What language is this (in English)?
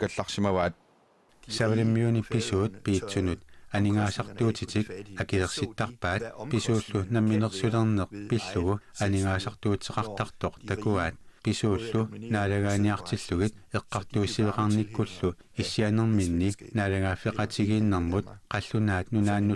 Kalaallisut